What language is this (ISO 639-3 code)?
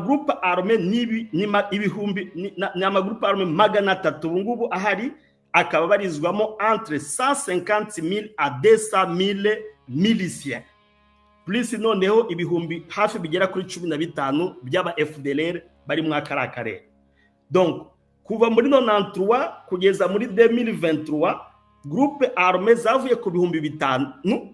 kin